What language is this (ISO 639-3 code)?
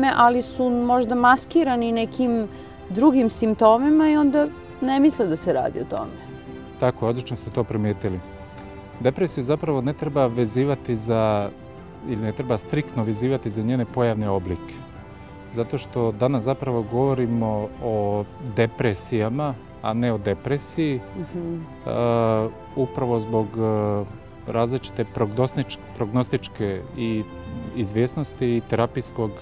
srp